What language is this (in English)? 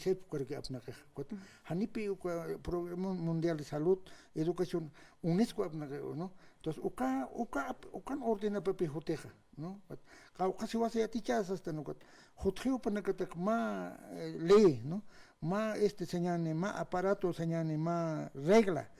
Aymara